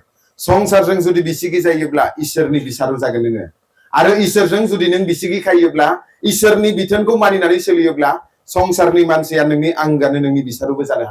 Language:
Bodo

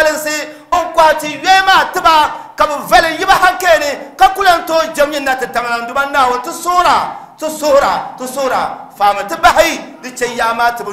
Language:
Dagbani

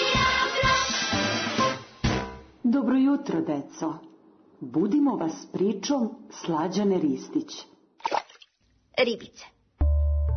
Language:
Serbian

